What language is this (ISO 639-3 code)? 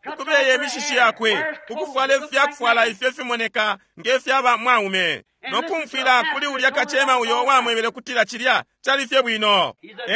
bem